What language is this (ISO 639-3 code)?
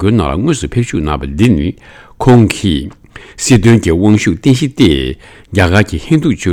bod